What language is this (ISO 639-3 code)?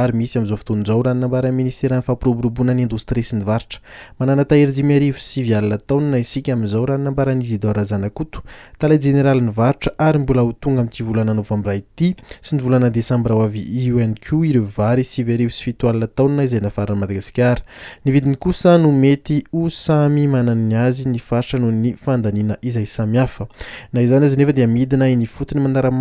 mlg